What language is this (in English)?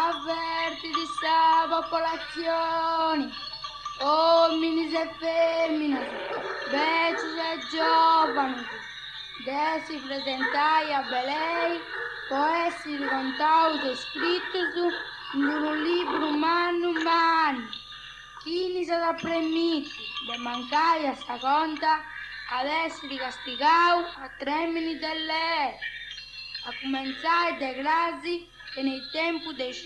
Sardinian